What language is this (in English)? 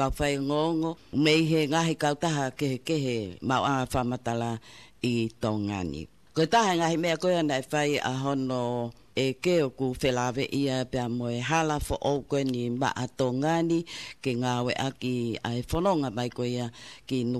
Tongan